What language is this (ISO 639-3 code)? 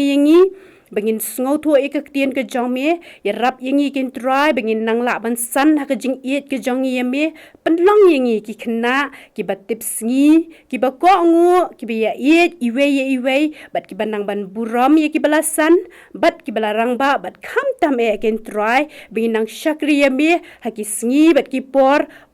kha